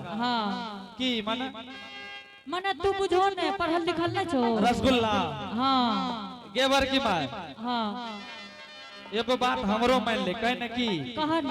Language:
Angika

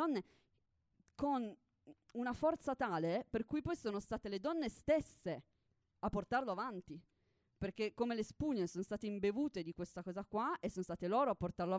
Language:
Italian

